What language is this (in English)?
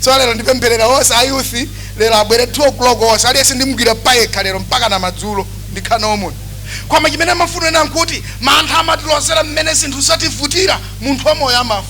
Nyanja